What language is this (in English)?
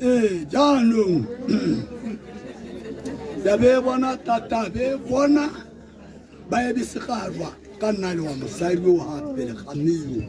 Tswana